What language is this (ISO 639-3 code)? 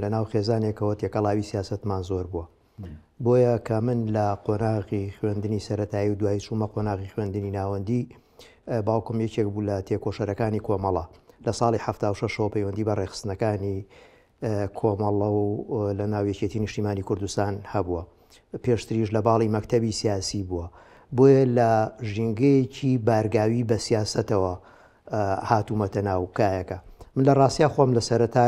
ckb